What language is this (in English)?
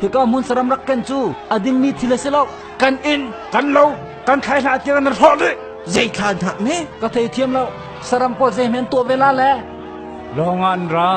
Hakha Chin